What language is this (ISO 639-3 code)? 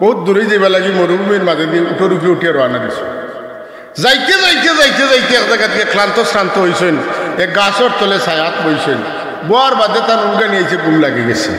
syl